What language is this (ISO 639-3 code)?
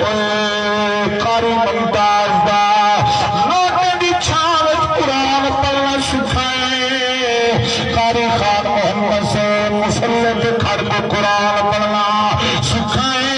skr